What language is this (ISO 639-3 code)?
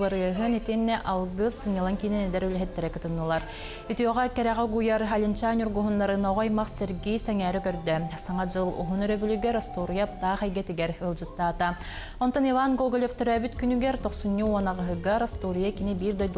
sah